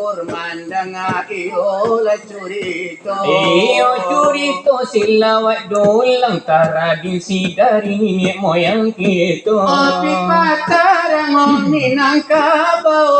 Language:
Minangkabau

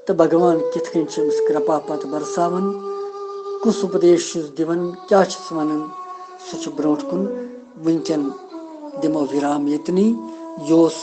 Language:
Kashmiri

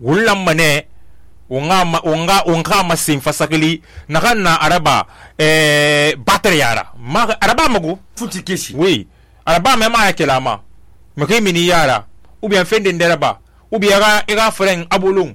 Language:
Susu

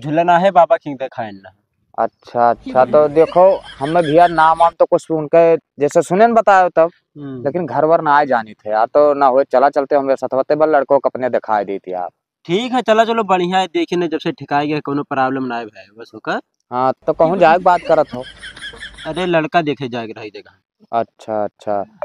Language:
Awadhi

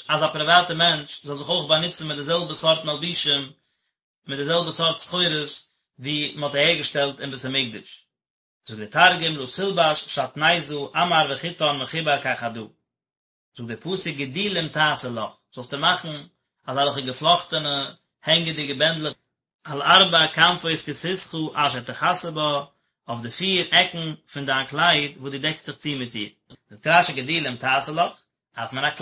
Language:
Yiddish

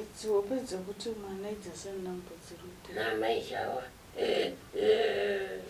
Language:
Shona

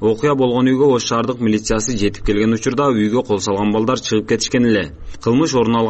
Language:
Kyrgyz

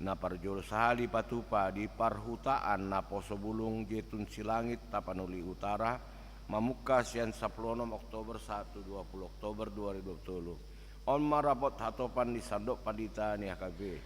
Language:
Batak Toba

